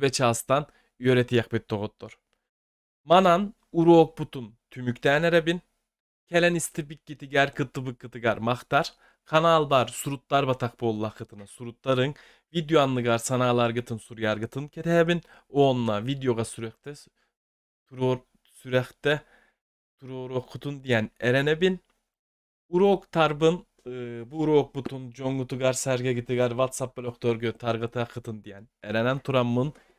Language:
Yakut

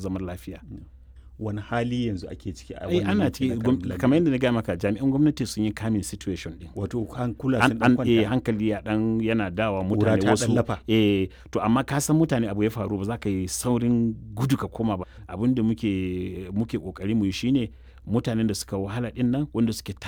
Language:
Hausa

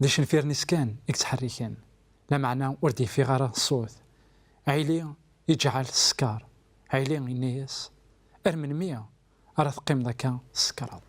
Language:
Kabyle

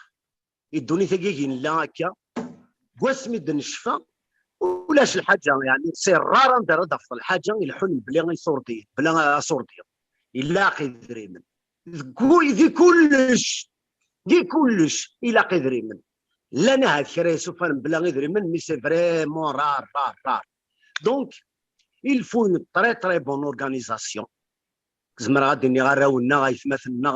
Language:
Kabyle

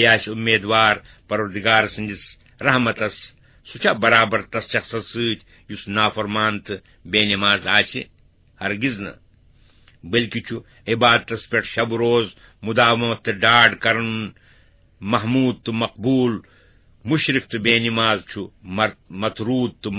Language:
Kashmiri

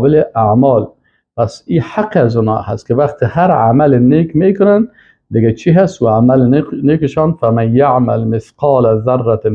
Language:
Persian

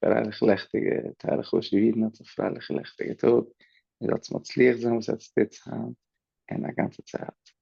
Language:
Yiddish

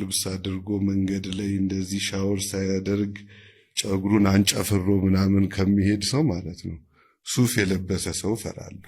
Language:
Amharic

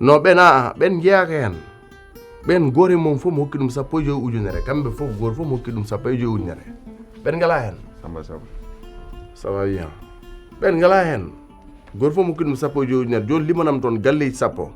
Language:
Fula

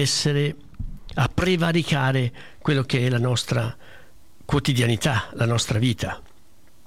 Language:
Italian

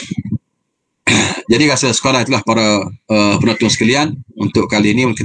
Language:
Malay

